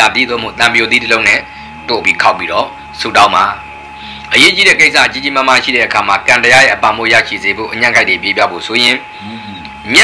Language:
Burmese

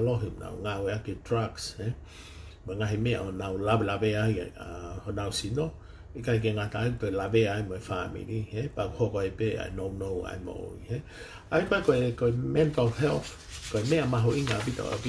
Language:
Tongan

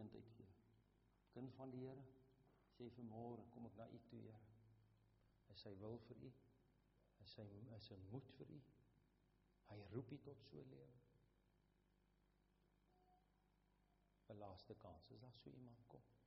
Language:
Afrikaans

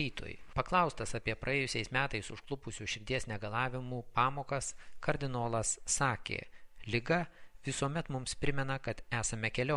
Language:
Lithuanian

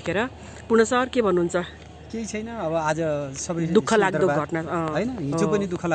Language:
Nepali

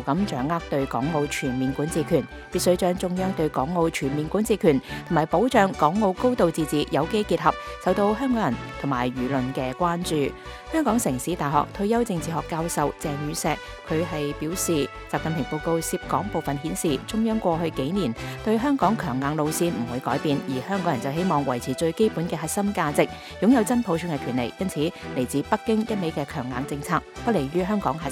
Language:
Cantonese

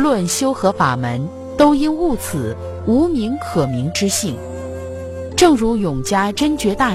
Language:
Chinese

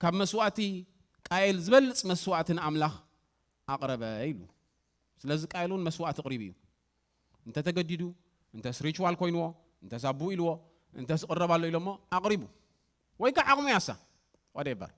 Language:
Tigrinya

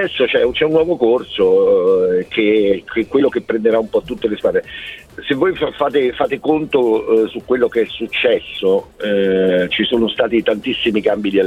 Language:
Italian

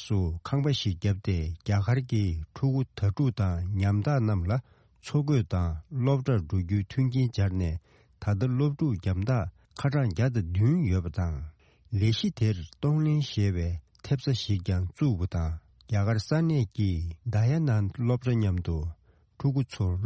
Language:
Tibetan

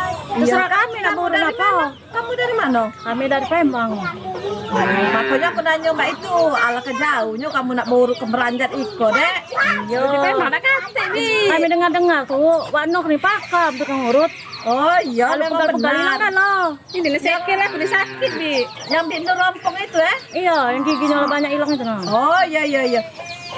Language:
Musi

